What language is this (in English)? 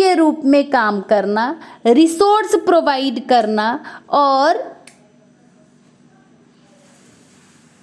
Hindi